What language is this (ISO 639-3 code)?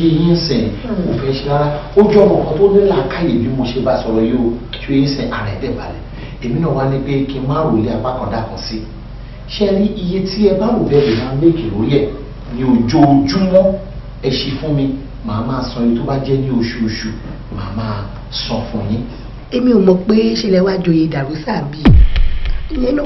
yor